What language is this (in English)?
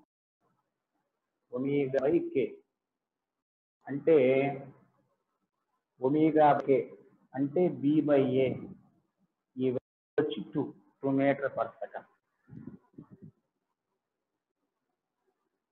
Telugu